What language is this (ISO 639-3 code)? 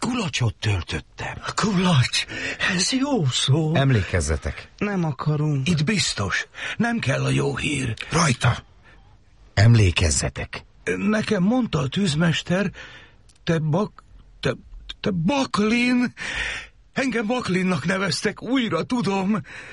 hun